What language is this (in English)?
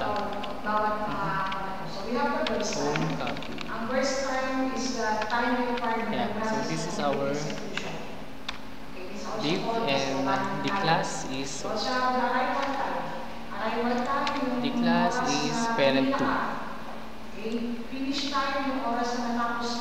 Filipino